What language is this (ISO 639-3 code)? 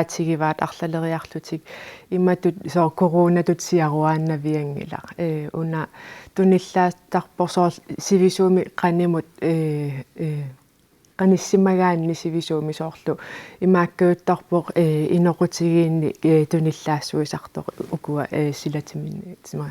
kal